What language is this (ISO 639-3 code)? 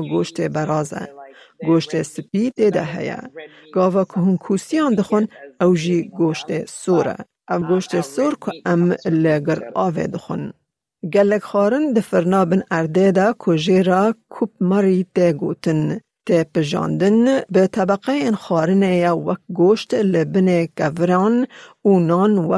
kur